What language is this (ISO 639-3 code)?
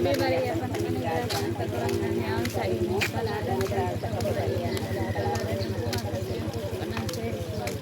bik